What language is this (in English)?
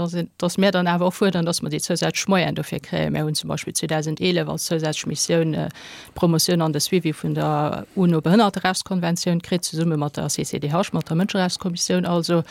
Luxembourgish